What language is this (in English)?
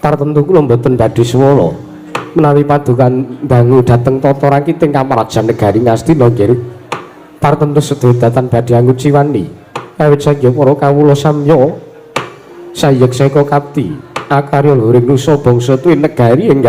Javanese